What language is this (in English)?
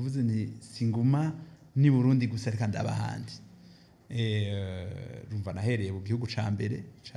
Rundi